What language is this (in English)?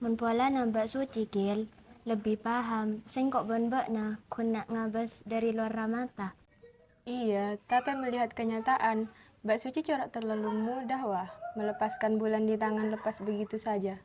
Madurese